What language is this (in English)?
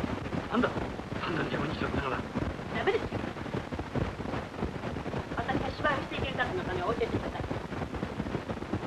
Japanese